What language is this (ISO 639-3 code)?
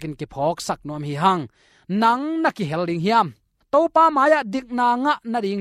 ctd